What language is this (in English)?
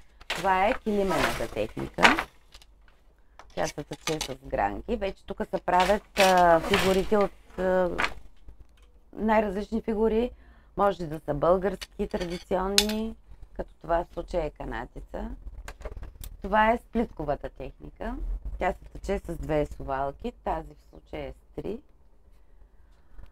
Bulgarian